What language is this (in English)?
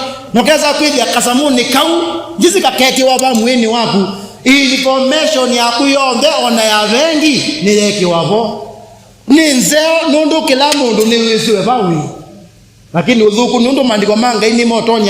Kamba